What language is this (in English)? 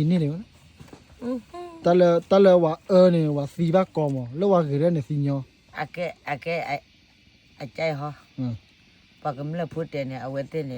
S'gaw Karen